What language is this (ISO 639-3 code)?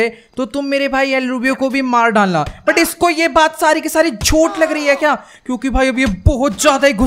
hin